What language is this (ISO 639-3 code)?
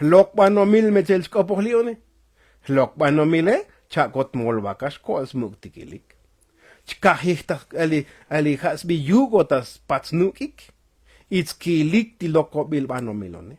tzo